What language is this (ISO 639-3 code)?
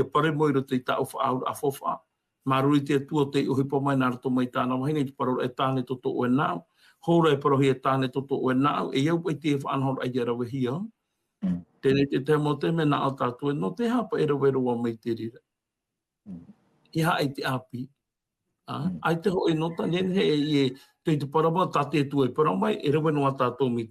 tah